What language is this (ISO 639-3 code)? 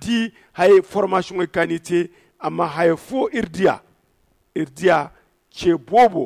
dje